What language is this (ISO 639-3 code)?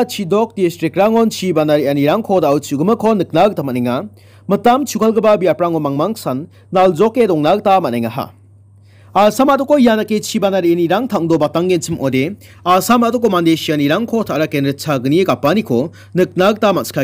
grt